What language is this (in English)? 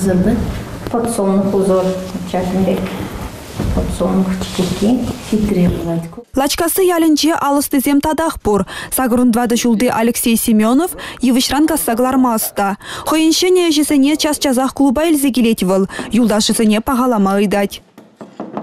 Chuvash